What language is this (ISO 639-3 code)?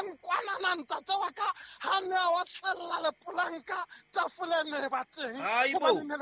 sot